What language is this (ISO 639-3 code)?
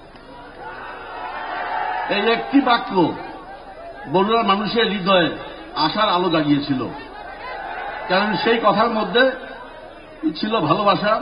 ben